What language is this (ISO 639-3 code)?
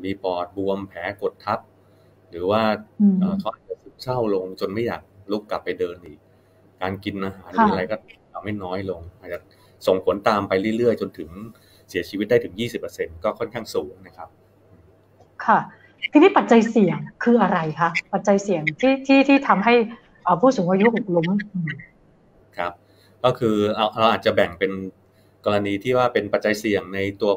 tha